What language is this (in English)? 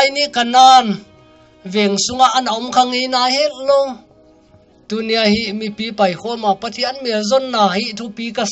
Paite Chin